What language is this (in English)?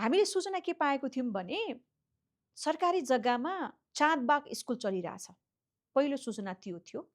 Nepali